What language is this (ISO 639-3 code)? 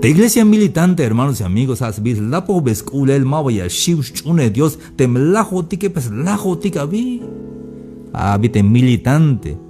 tzh